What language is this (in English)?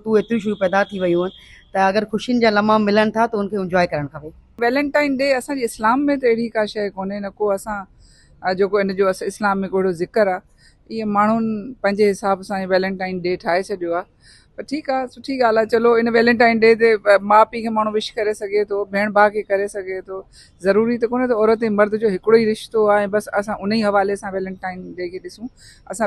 Sindhi